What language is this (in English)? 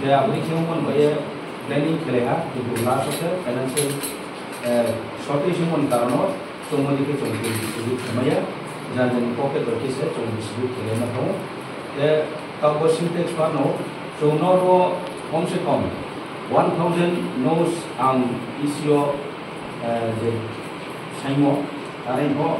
Kok Borok